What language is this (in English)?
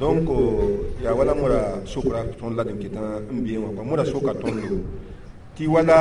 Mossi